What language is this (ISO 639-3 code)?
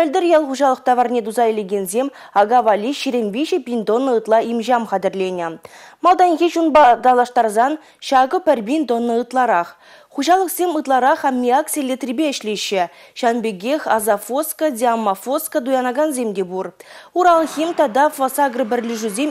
chv